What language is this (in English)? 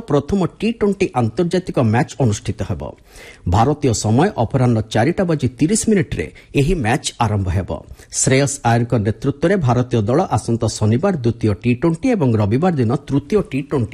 Odia